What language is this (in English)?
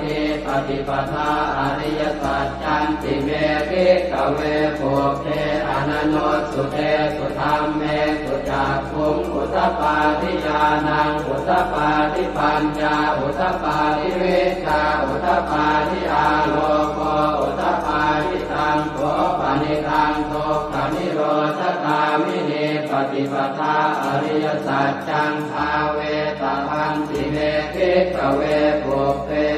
Pali